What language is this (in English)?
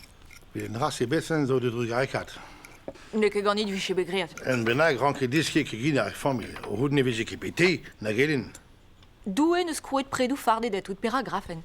Breton